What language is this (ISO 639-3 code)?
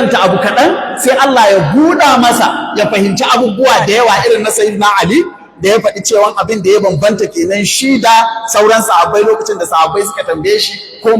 hau